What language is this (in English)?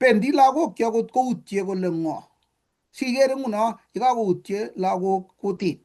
Kalenjin